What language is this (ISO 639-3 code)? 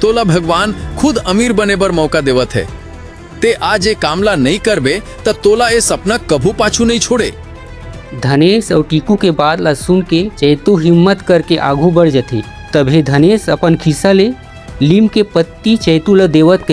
hne